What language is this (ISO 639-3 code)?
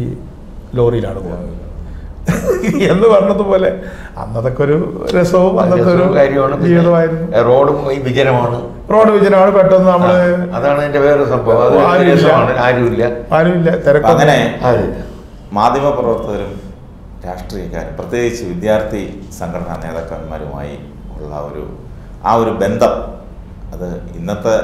mal